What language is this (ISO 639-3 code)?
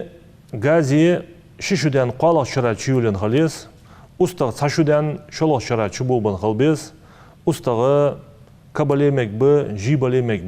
inh